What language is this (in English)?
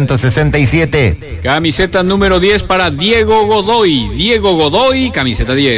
Spanish